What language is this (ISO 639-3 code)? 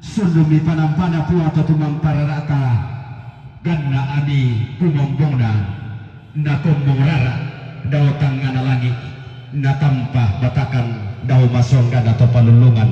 sda